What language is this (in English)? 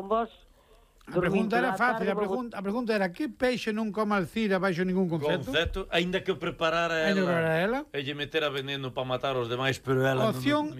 Galician